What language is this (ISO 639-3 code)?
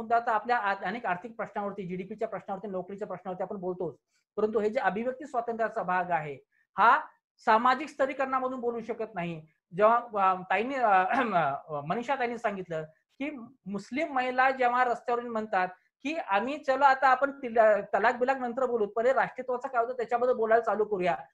mar